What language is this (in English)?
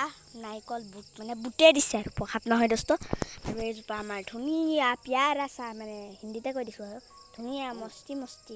Assamese